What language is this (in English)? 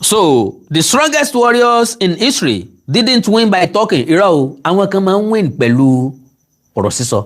Yoruba